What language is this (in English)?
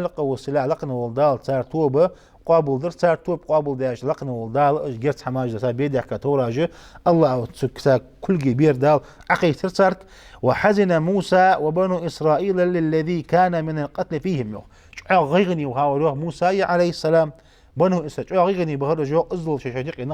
Ingush